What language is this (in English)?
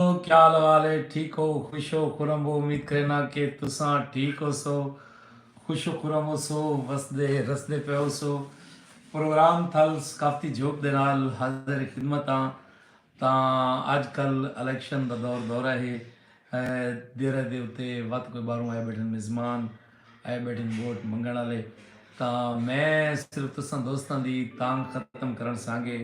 Saraiki